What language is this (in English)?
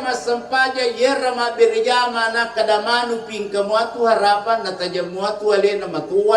Buginese